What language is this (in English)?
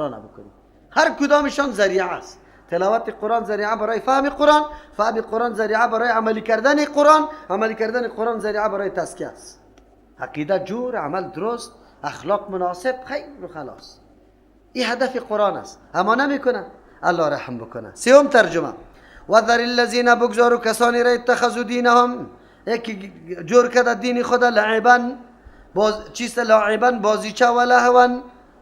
Persian